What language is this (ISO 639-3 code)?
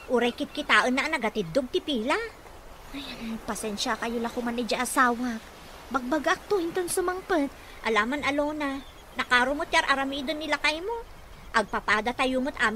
ilo